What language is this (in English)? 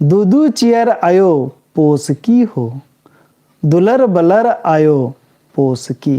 Kurukh